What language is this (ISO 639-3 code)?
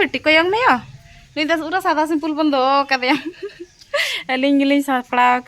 sat